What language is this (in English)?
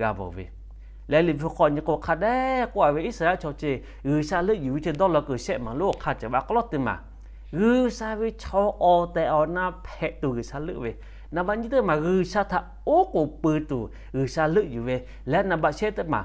Lahu